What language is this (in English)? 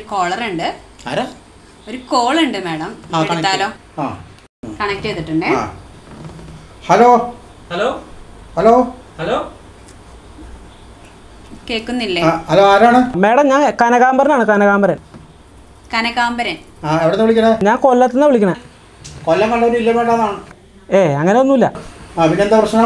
Malayalam